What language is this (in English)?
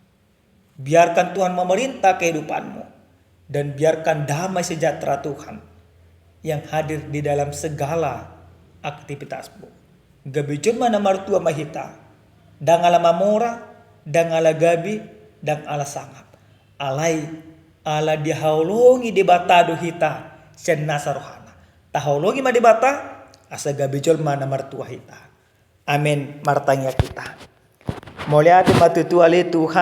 Batak Toba